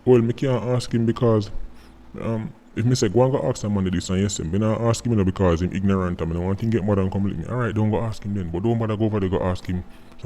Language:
Jamaican Creole English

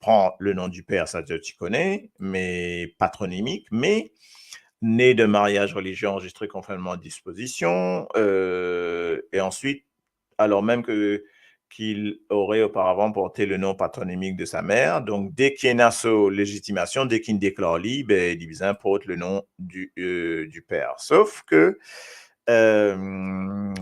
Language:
Morisyen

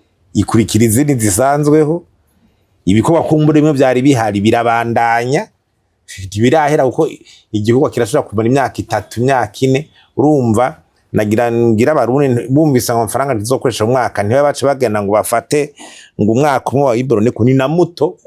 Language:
Rundi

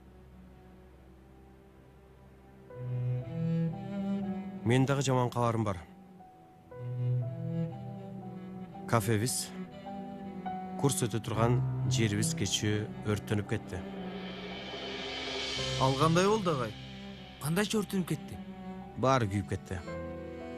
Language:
Kyrgyz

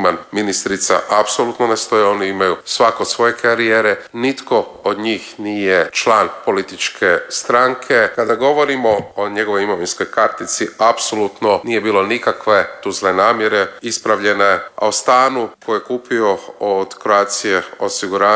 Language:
Croatian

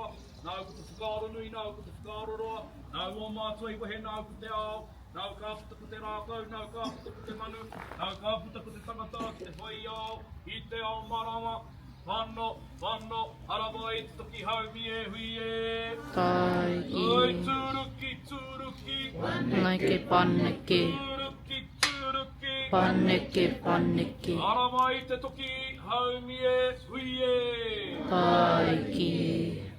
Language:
Māori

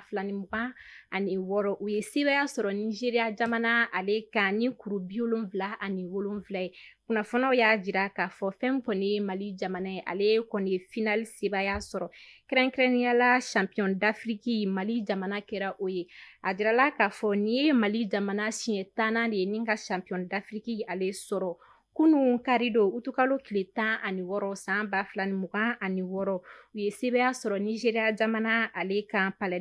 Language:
Bambara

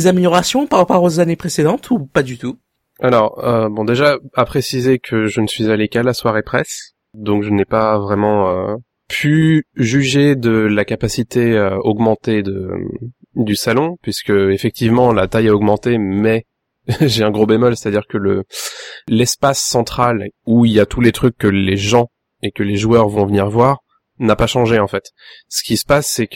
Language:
French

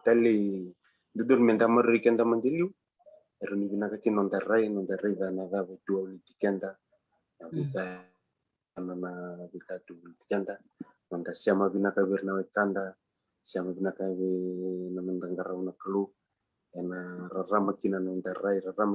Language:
Fijian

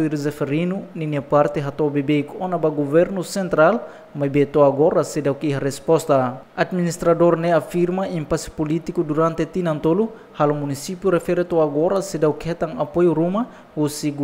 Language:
Tetum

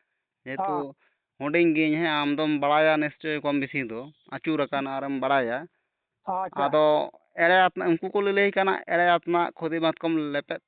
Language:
Santali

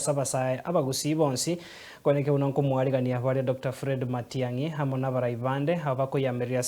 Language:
Gusii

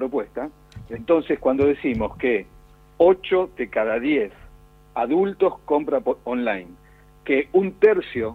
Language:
Spanish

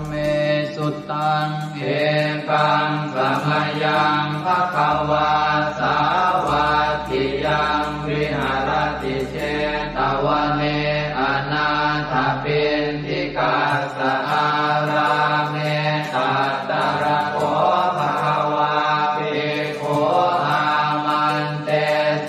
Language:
Pali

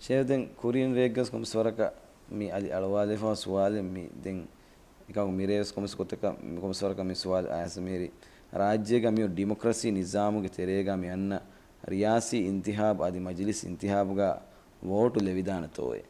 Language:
Divehi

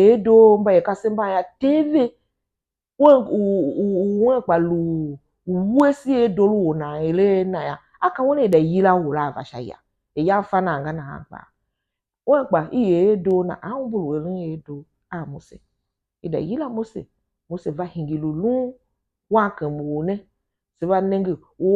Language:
Tiv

